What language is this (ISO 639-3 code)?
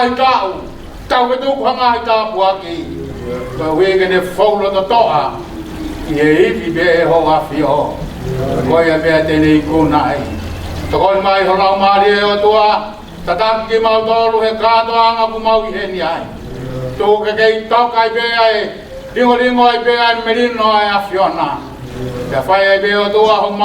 ton